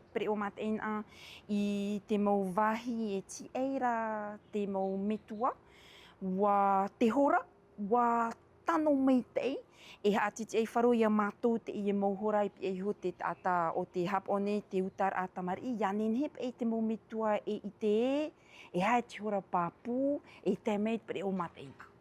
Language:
Tahitian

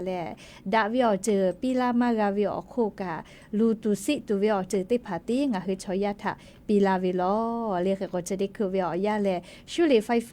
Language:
Lahu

